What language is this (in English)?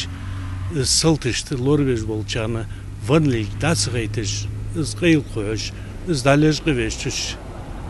Ingush